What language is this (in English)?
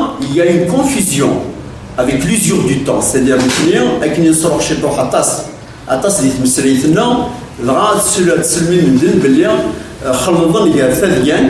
Kabyle